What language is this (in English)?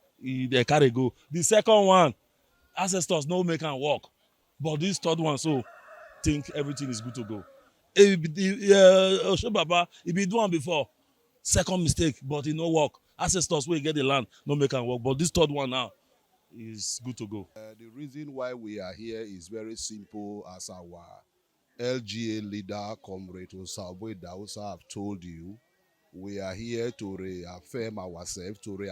Nigerian Pidgin